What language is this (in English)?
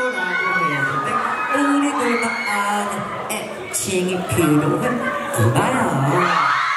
Korean